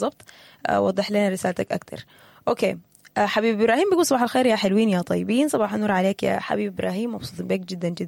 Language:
Sudanese Arabic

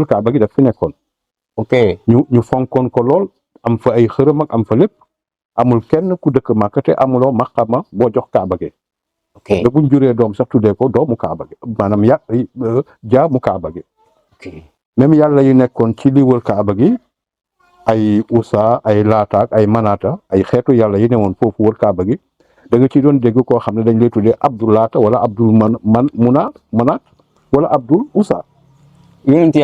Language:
Wolof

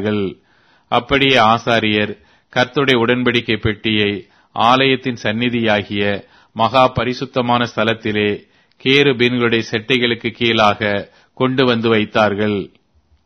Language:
Tamil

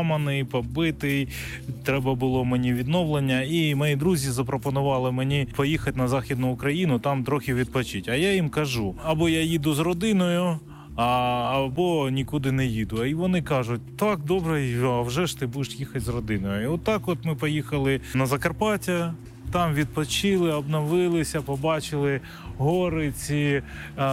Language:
Ukrainian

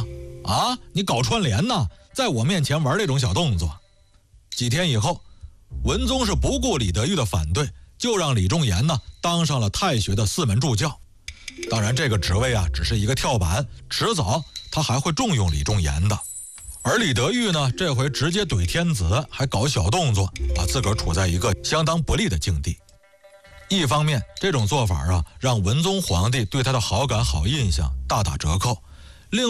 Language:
Chinese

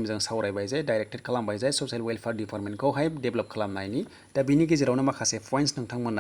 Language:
Bodo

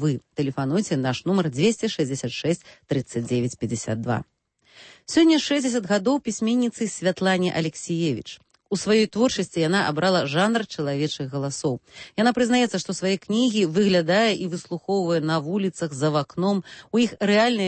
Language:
Belarusian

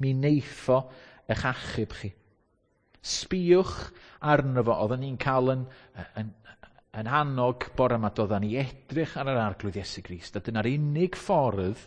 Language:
Welsh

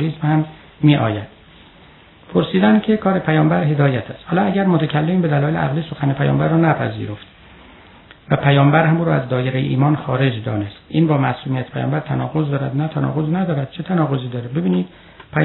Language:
Persian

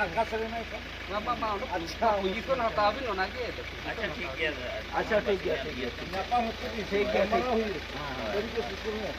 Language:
Santali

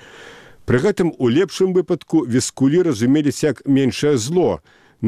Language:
Belarusian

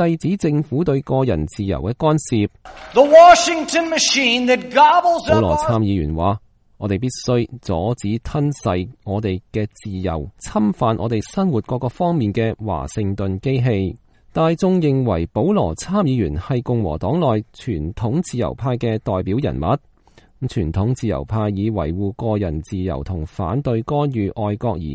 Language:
Cantonese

